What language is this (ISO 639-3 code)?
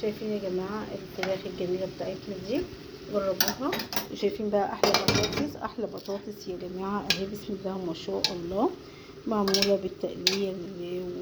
arz